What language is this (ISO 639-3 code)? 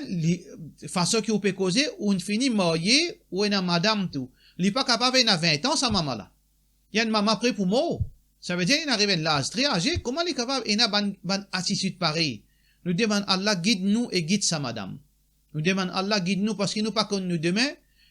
mfe